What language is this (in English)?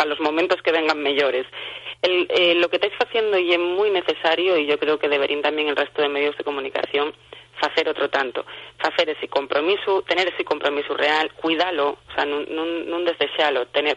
Asturian